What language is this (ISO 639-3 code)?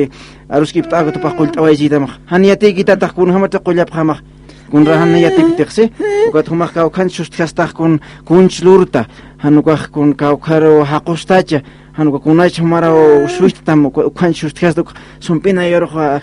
aym